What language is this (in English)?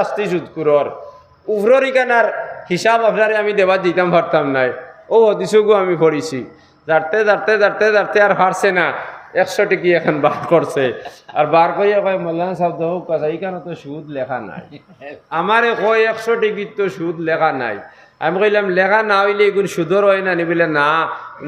Sylheti